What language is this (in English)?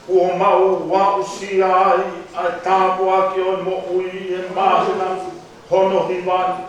Tongan